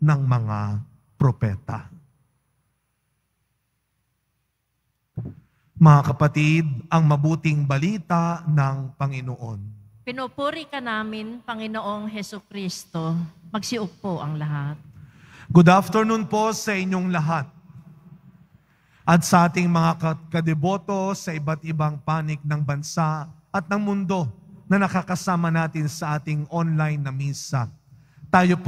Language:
Filipino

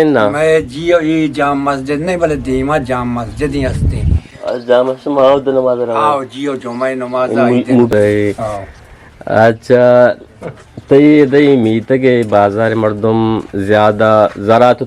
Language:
Eastern Balochi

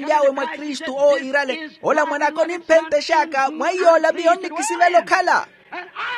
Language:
Makhuwa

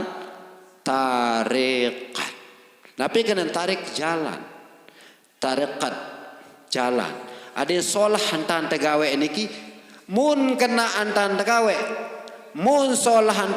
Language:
Sasak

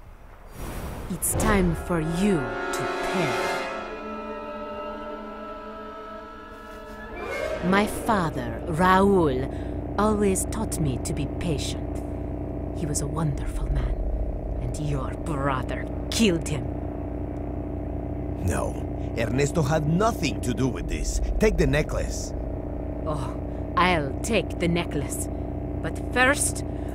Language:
English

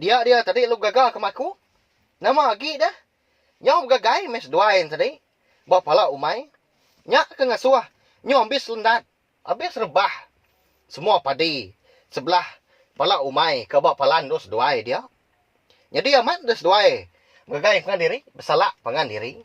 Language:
Iban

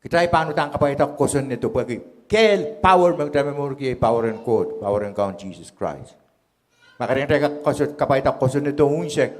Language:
Pohnpeian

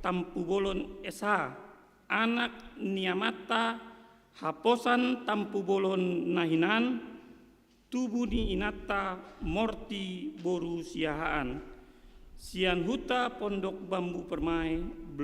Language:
Batak Toba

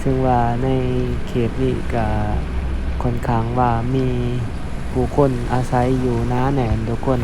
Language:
Lao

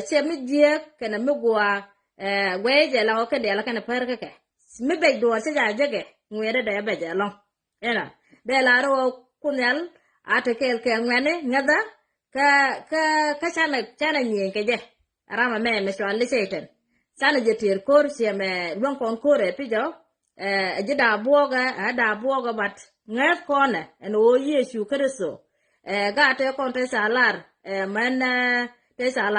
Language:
Nuer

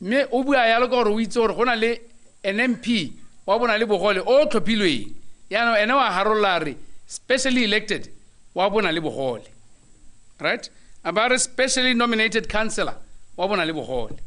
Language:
Tswana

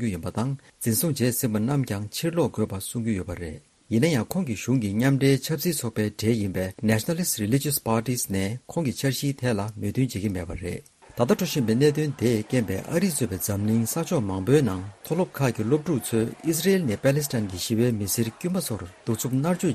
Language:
Tibetan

